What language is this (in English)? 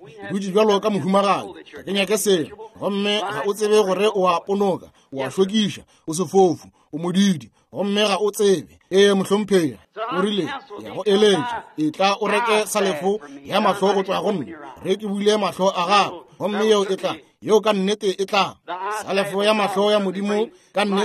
Northern Sotho